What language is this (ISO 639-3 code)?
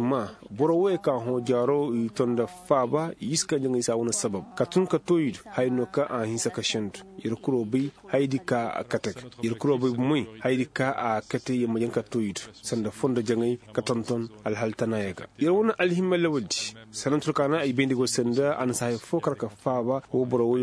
ses